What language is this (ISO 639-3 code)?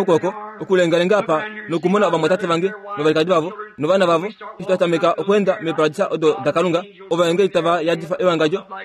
kua